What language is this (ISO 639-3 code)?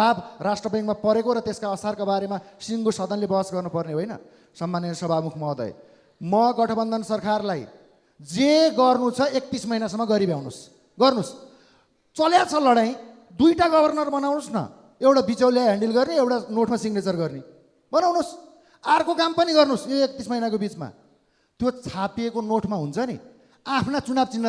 nep